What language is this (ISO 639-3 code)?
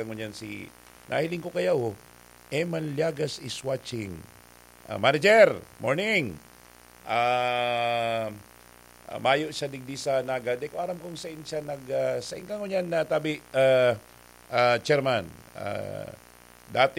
bik